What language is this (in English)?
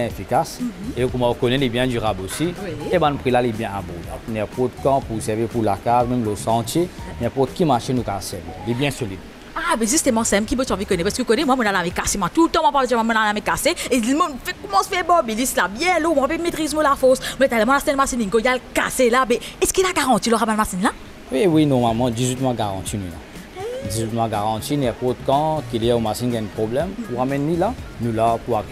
Morisyen